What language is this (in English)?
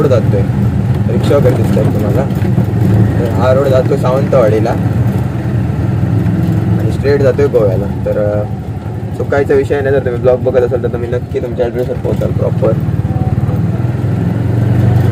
Marathi